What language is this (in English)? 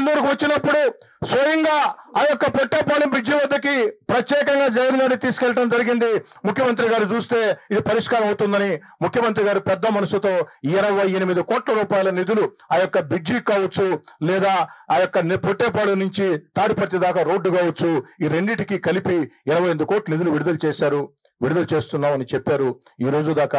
Telugu